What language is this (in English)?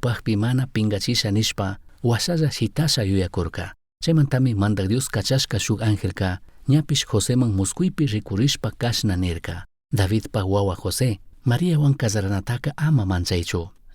Chimborazo Highland Quichua